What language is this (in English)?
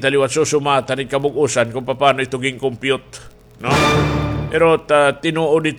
Waray